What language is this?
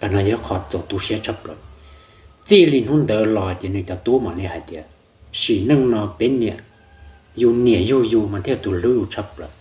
Hmong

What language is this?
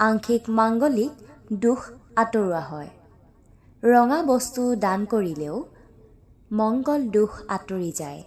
Assamese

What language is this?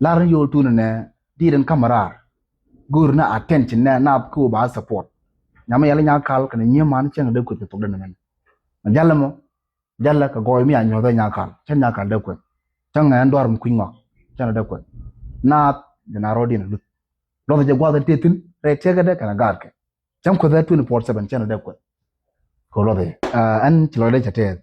Nuer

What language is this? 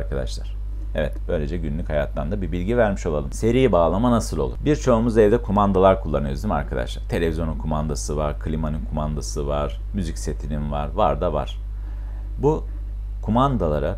Turkish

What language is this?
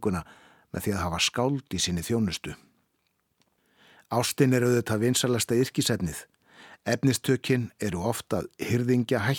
Icelandic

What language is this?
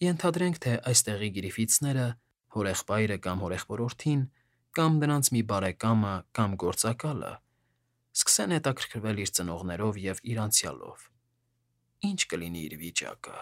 Armenian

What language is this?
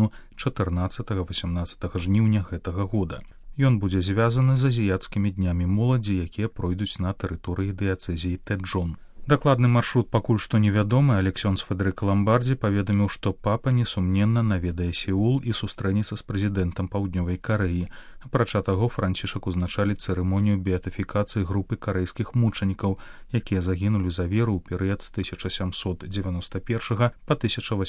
Belarusian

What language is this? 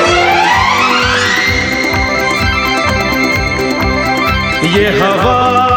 Hindi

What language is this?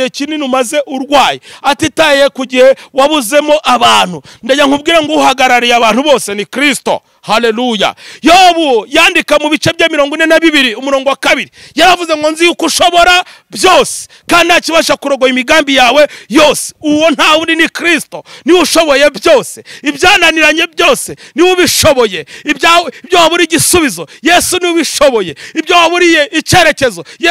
Kinyarwanda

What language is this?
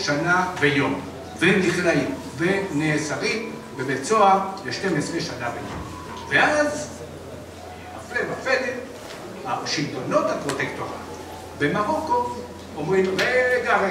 Hebrew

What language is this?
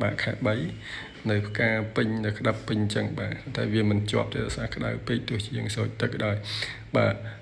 Khmer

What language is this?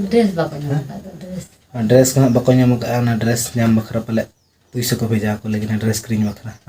Santali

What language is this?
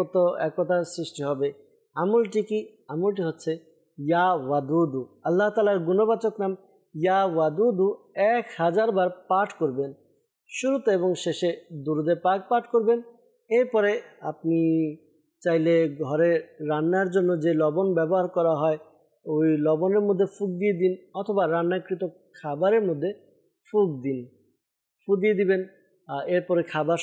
Bangla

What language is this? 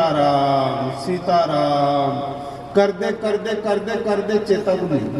Dogri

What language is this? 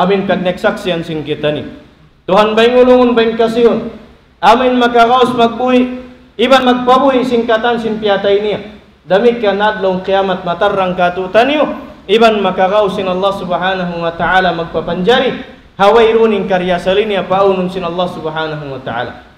Tausug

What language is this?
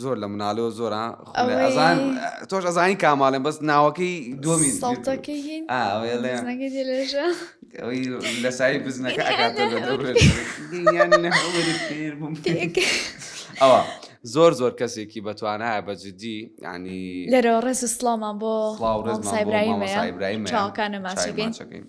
Central Kurdish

